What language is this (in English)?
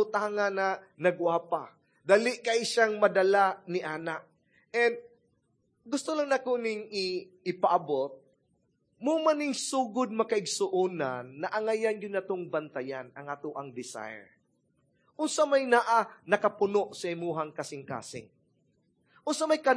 Cebuano